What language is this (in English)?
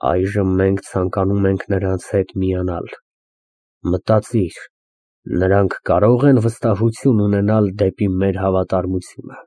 Armenian